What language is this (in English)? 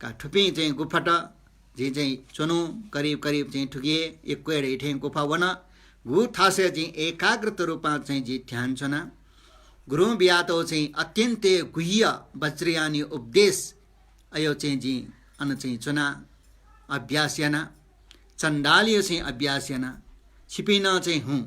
Newari